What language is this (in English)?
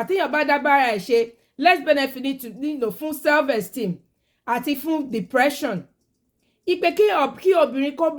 Yoruba